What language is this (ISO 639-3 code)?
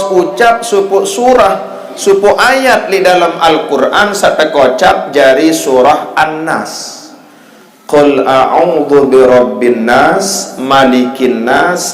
sas